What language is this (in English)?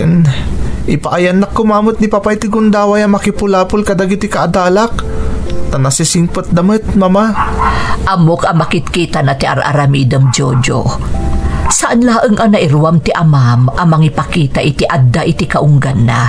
Iloko